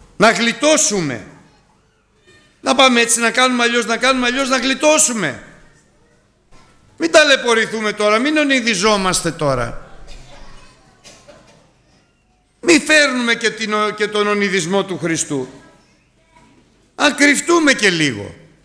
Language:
Greek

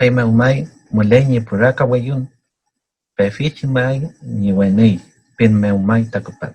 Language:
Mapuche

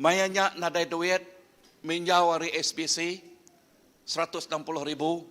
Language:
Iban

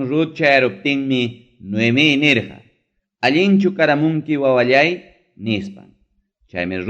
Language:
Ayacucho Quechua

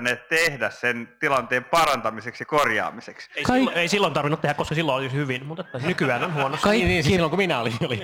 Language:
Finnish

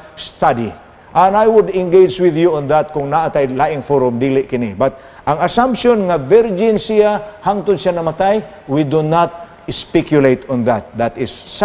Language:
Cebuano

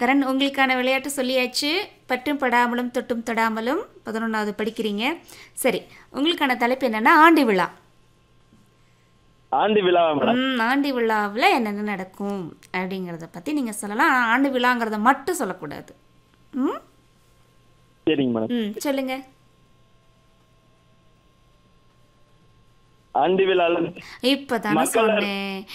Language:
Tamil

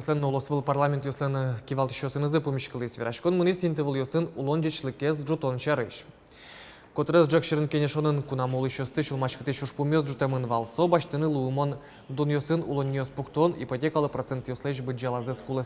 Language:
Udmurt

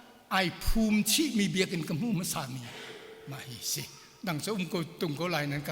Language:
Hakha Chin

